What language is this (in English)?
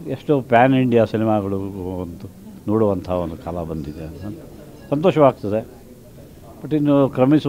Kannada